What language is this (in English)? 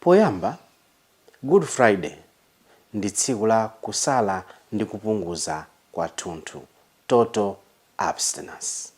Nyanja